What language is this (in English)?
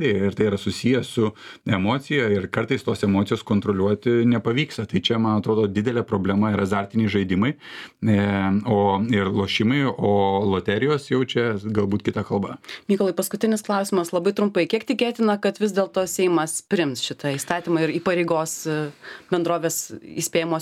Lithuanian